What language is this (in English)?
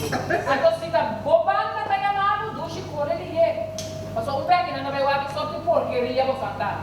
Papiamento